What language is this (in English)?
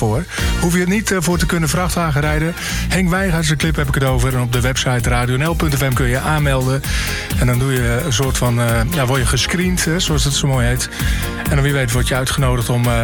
Dutch